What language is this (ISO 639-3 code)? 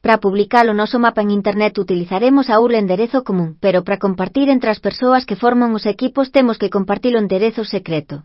glg